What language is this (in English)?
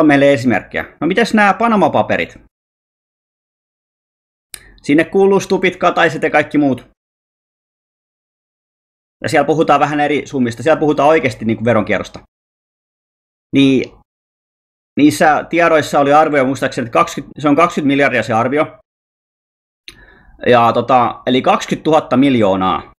Finnish